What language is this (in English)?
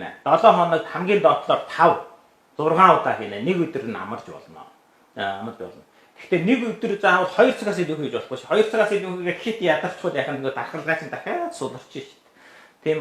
Mongolian